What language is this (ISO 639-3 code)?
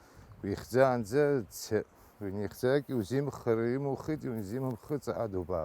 abk